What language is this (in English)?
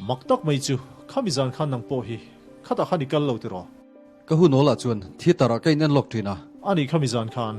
Mizo